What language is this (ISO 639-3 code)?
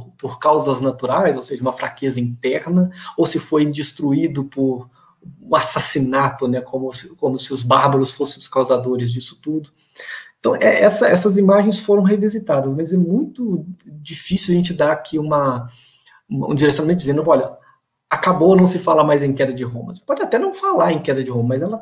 por